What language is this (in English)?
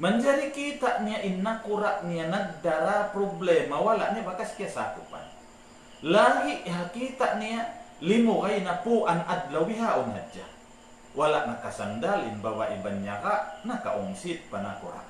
Tausug